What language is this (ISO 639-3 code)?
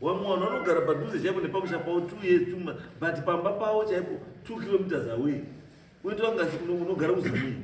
sna